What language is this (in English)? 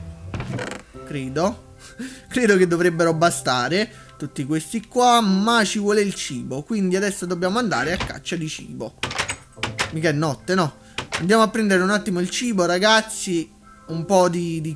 Italian